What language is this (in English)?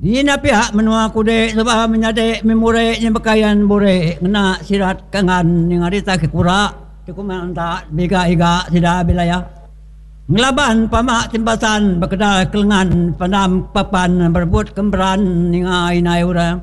Iban